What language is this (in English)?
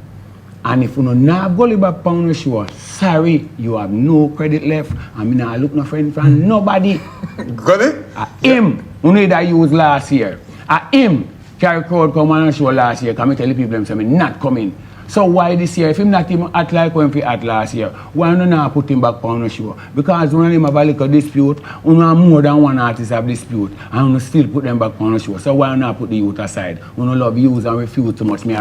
Jamaican Creole English